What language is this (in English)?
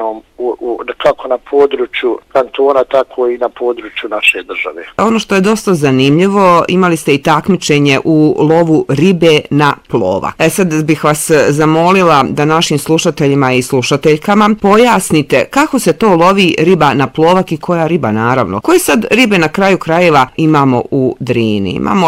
Bosnian